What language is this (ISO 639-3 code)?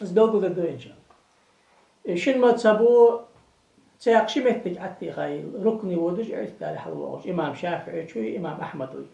inh